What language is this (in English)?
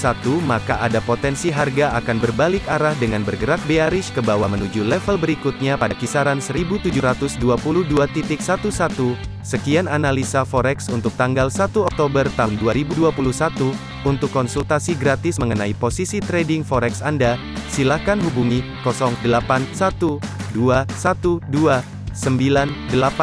Indonesian